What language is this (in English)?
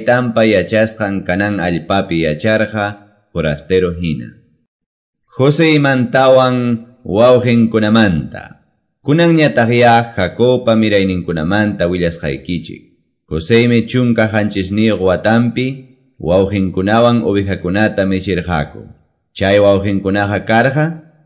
Quechua